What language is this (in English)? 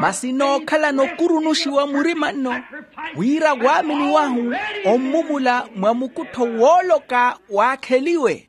Makhuwa